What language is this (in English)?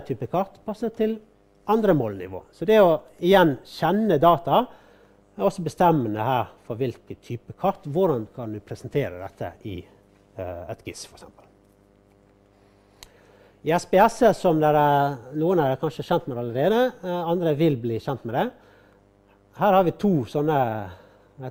Norwegian